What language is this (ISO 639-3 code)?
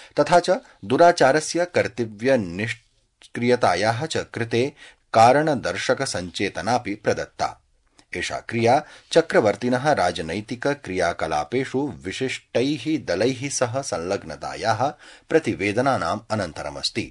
san